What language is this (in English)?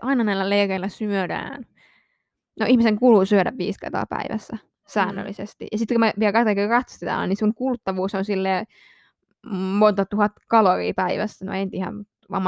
Finnish